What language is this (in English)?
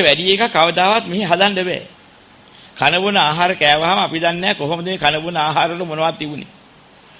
Sinhala